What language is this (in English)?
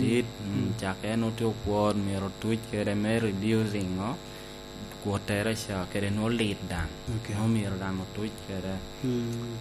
Lango (Uganda)